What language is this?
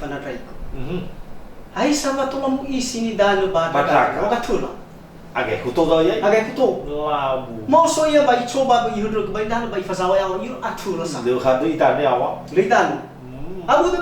Nias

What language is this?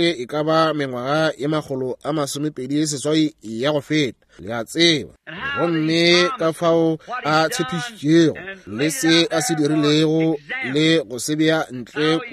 Northern Sotho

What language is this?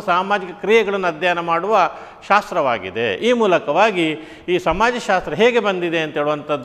Kannada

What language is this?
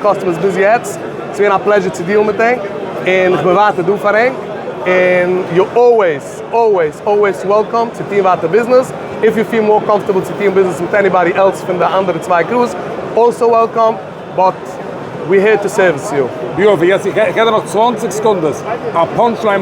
Yiddish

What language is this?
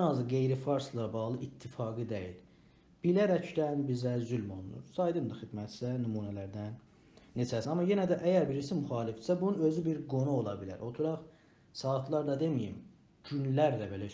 South Azerbaijani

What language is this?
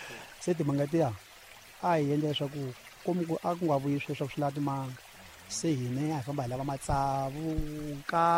Tsonga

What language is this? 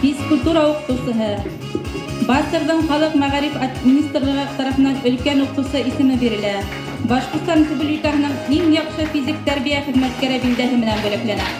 Bashkir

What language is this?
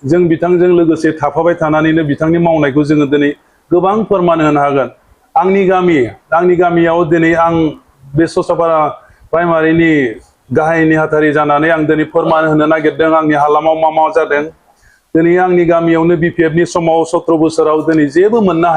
Bodo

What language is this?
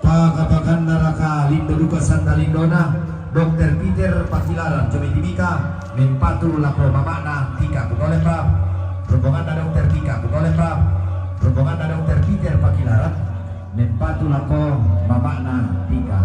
Toraja-Sa'dan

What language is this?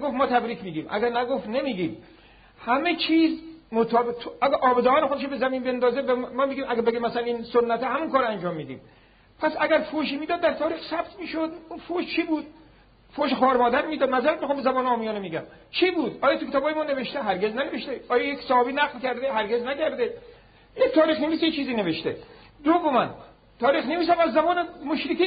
Persian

